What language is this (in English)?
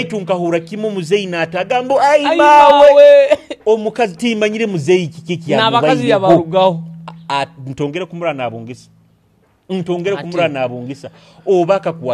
Nyoro